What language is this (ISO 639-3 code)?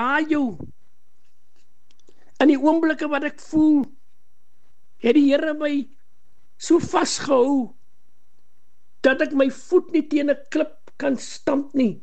afr